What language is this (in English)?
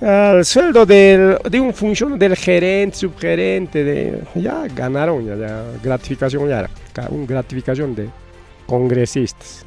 Ayacucho Quechua